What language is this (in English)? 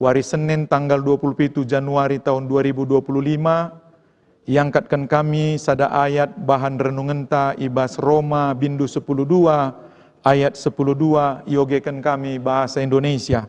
Batak Karo